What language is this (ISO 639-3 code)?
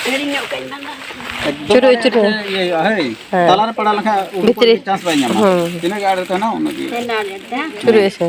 sat